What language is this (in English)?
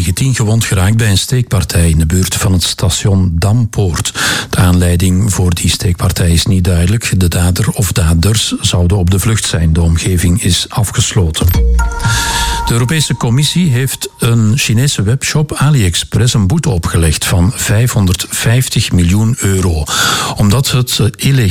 Dutch